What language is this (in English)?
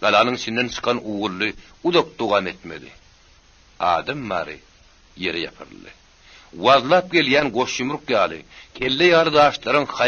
Turkmen